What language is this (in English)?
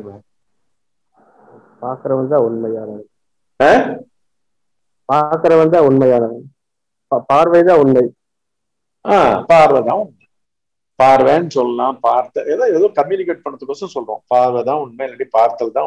Tamil